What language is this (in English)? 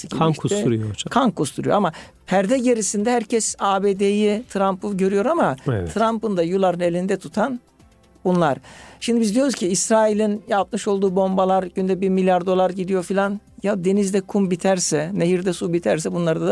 Turkish